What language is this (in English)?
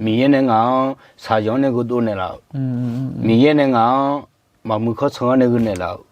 Akha